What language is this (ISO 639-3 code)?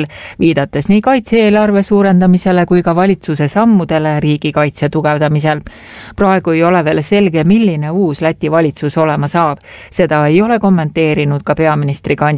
est